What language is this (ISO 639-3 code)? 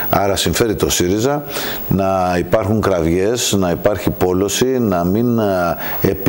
ell